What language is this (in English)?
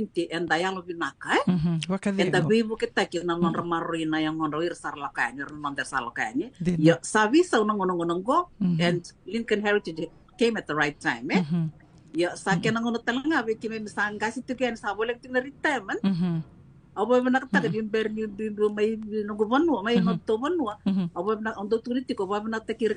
Fijian